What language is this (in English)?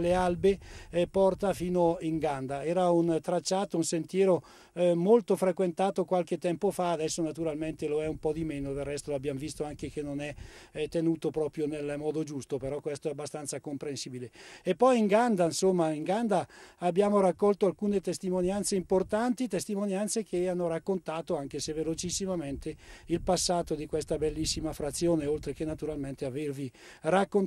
Italian